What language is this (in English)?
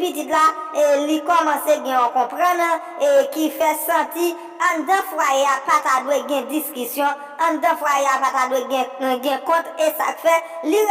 Haitian Creole